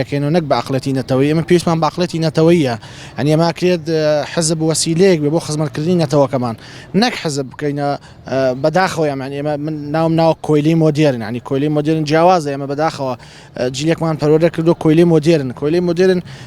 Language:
Central Kurdish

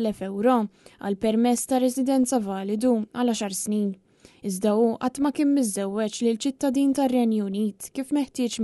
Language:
Maltese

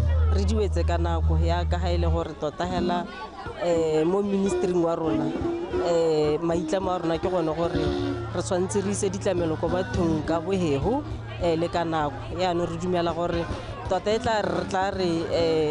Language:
Tswana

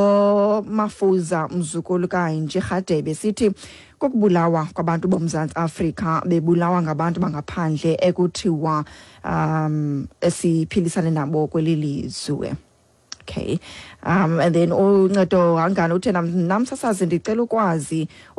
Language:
Xhosa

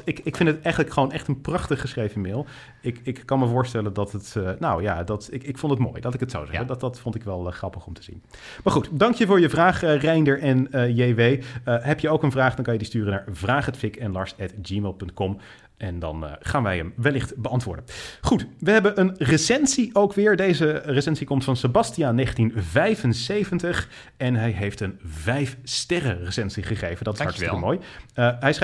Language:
Dutch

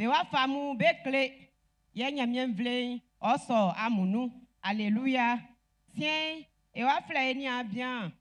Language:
Baoulé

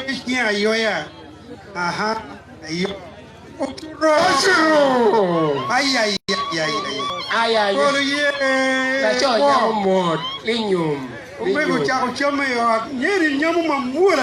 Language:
Acoli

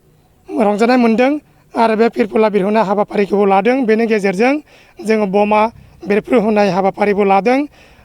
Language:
Bodo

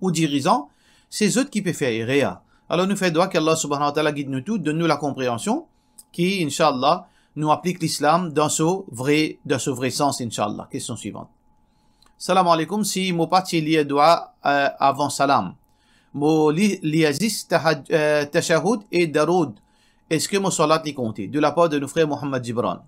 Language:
Morisyen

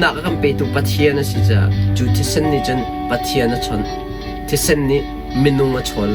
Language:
Hakha Chin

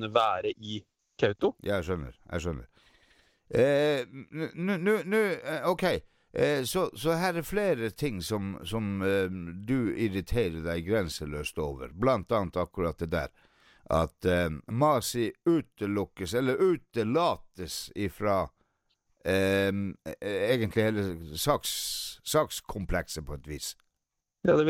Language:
Norwegian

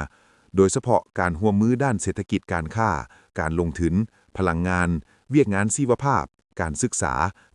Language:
Lao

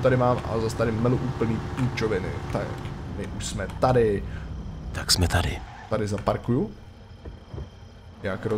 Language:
Czech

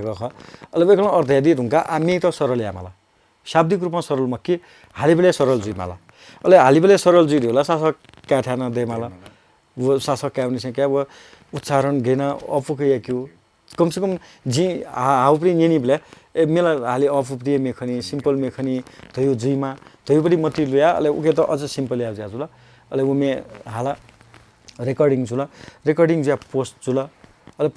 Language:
Newari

